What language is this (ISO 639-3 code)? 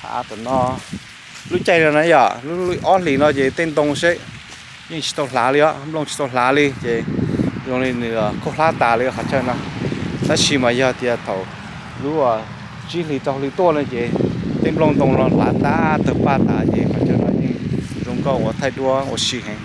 hmn